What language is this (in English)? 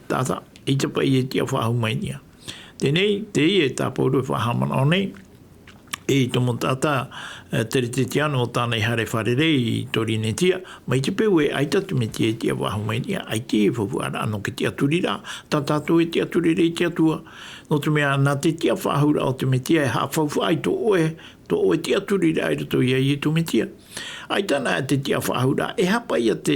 Tahitian